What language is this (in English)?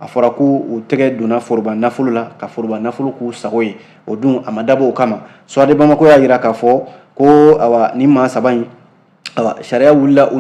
Bambara